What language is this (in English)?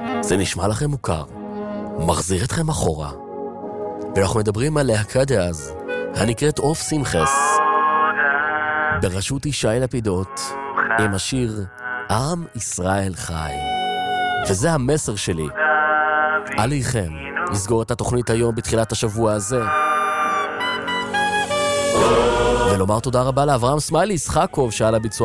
Hebrew